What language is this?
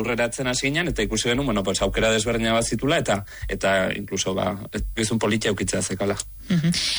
Basque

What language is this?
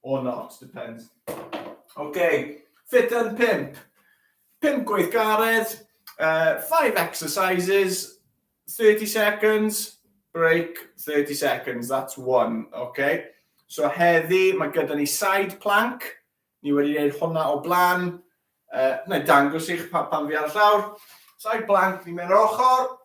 Welsh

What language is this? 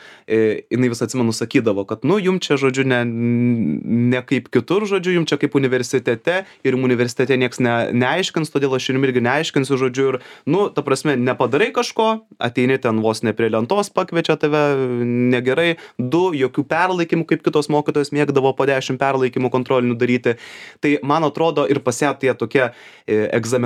Lithuanian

